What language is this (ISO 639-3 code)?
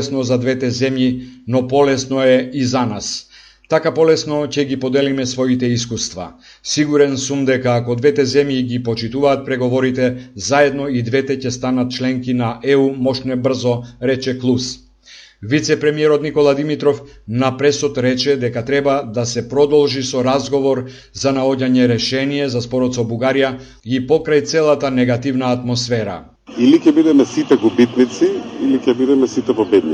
mkd